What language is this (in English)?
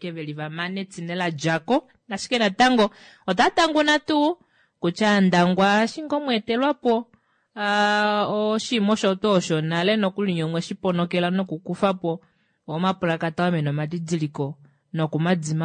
Kuanyama